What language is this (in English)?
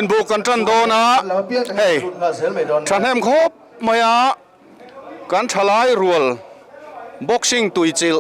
Mizo